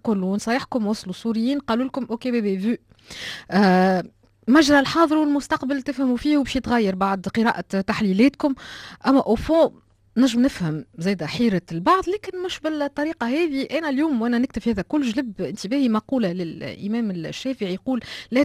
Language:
Tunisian Arabic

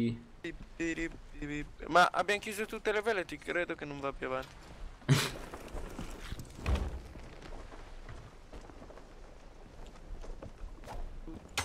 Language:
Italian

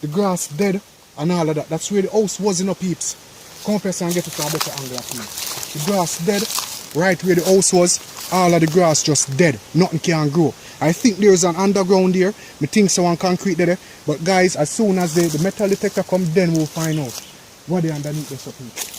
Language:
Jamaican Creole English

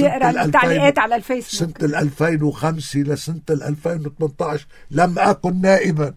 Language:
North Levantine Arabic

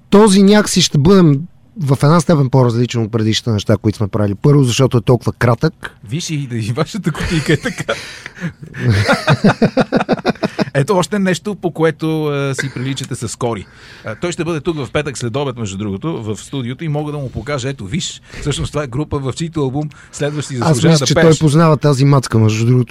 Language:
Bulgarian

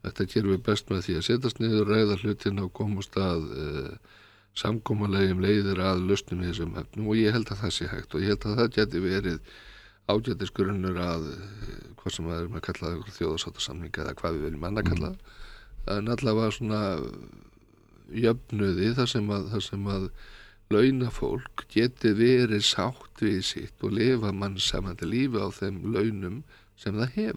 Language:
Icelandic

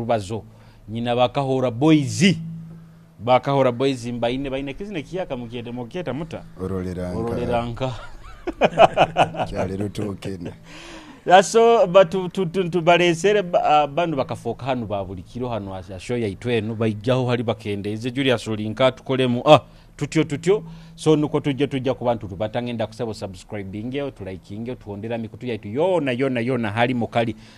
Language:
Nyoro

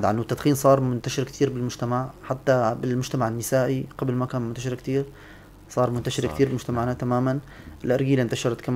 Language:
North Levantine Arabic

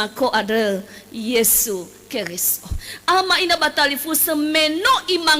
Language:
Nias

